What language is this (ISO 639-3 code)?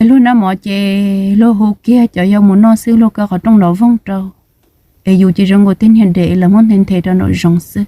hmn